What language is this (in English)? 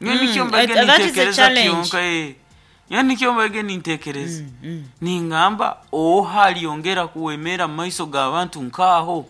Nyankole